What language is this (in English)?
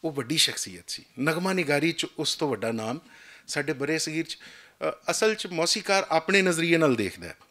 Western Panjabi